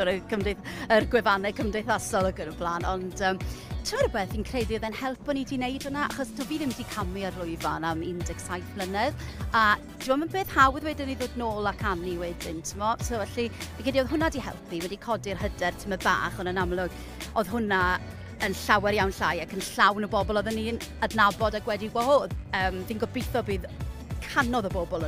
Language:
Welsh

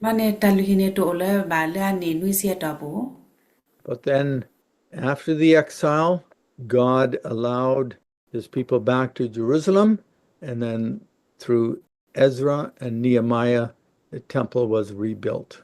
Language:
S'gaw Karen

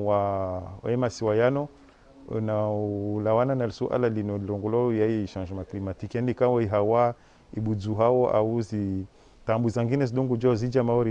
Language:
Ngazidja Comorian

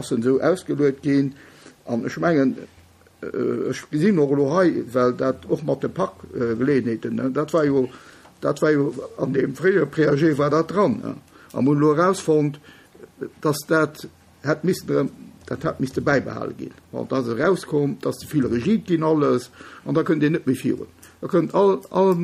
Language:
Luxembourgish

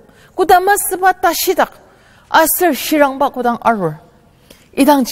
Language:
Ao Naga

